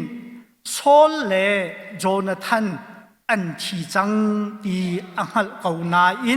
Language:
Hakha Chin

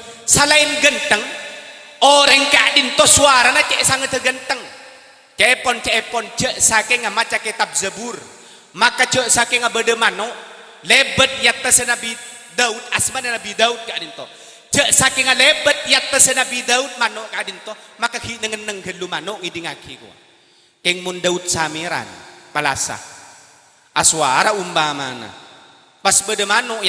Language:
Madurese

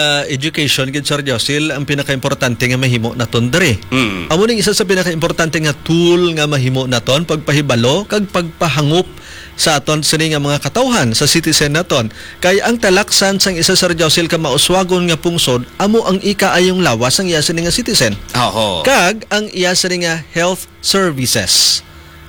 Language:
Hiligaynon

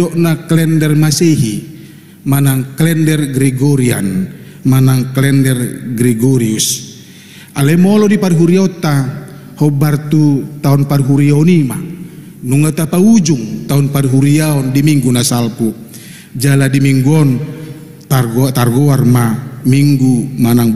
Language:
Batak Toba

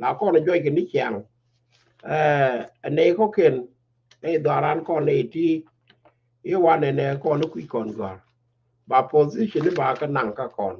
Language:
Nuer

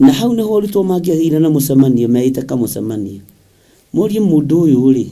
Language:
Kikuyu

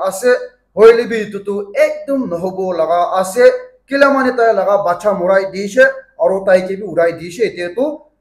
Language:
Naga Pidgin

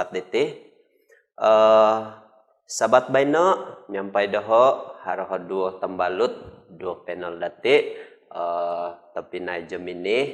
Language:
Central Dusun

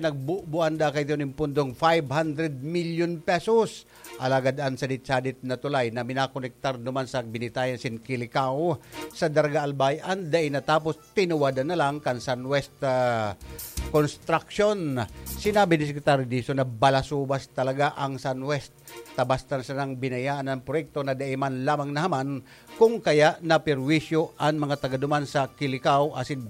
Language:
Bikol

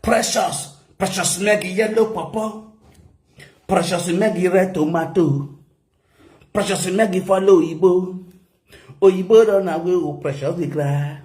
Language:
Nigerian Pidgin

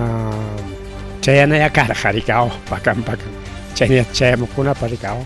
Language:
Ayacucho Quechua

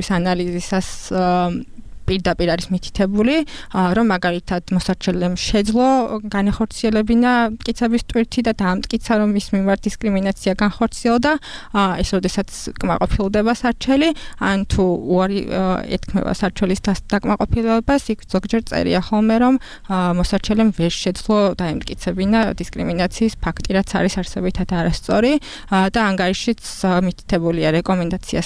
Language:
Georgian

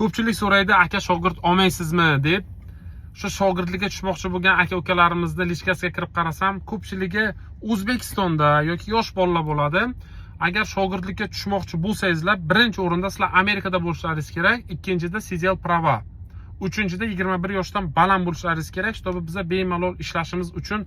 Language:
Uzbek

